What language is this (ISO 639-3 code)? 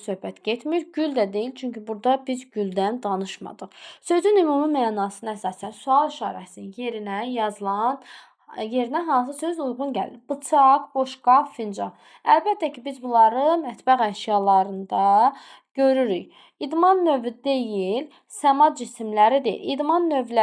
aze